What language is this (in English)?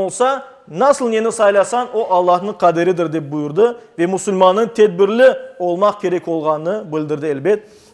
Crimean Tatar